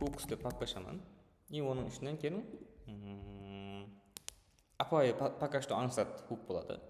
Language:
Kara-Kalpak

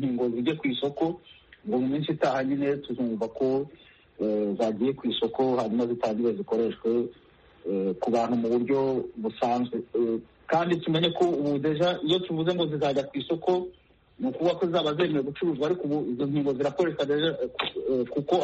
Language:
Kinyarwanda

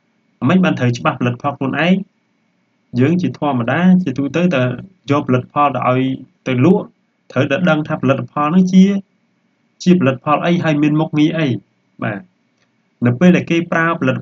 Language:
Khmer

